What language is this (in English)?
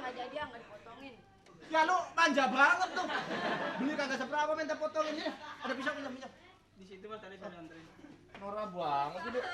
Betawi